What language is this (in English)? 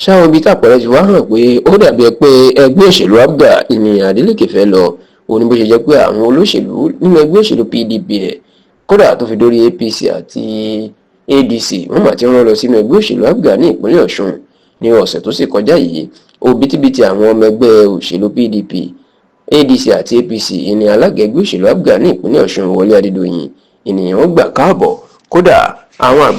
Yoruba